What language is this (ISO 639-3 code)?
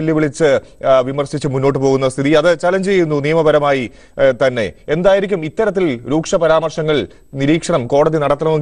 mal